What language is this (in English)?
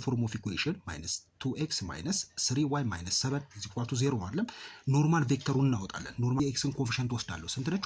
Amharic